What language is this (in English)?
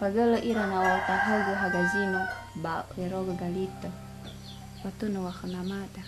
Nias